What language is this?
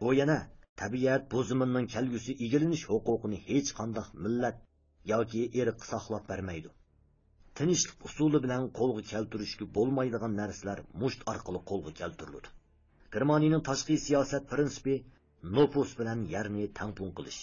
Uyghur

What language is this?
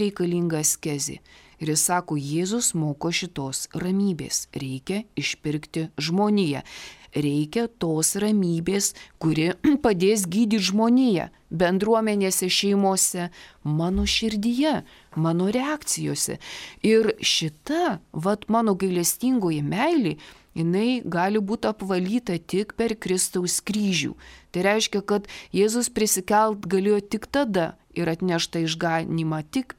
Lithuanian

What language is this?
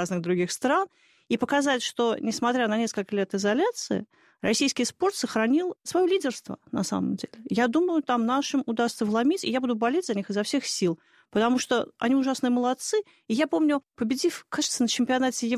Russian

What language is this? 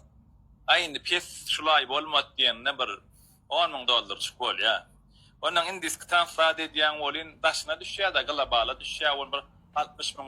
Turkmen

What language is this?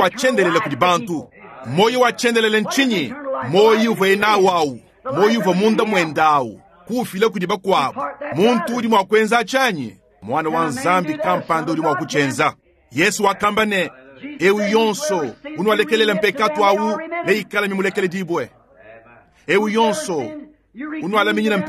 Luba-Lulua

